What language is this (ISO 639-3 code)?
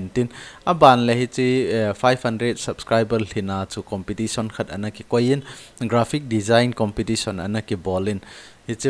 tcz